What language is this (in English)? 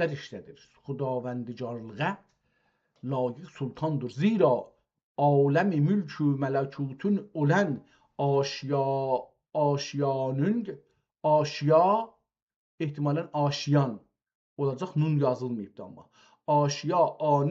South Azerbaijani